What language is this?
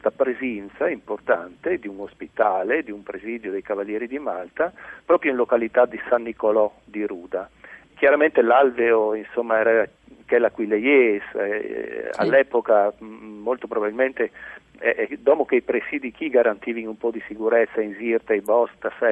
Friulian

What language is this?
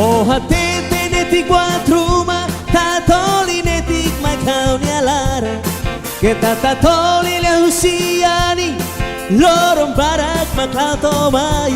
Tetum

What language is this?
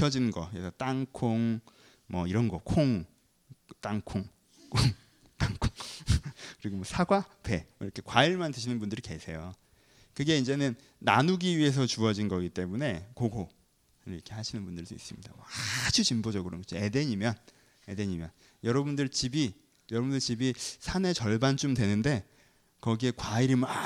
Korean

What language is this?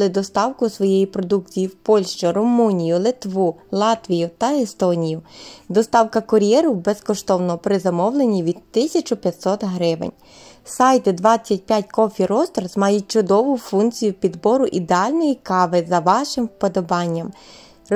Ukrainian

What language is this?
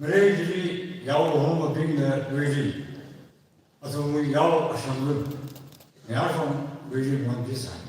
Tangkhul Naga (India)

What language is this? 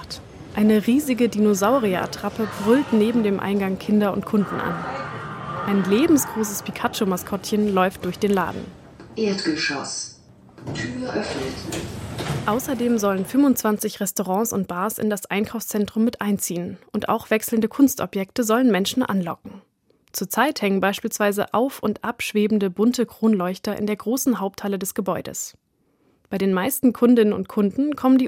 German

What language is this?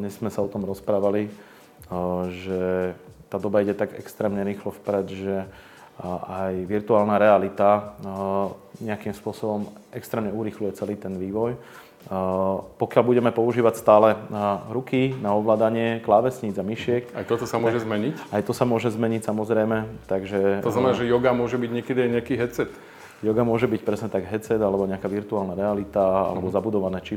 Slovak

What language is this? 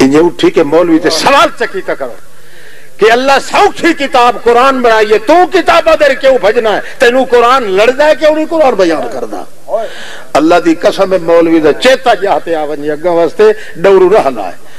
Western Panjabi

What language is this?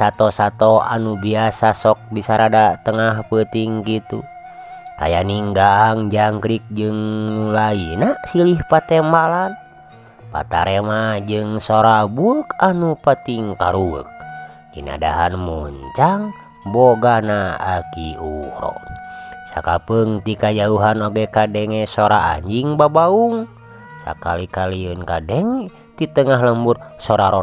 Sundanese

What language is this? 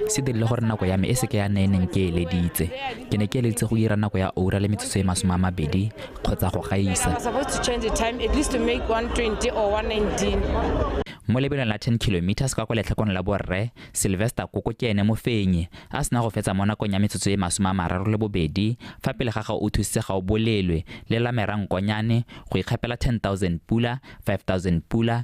Tswana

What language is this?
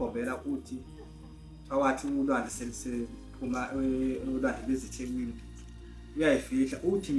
Zulu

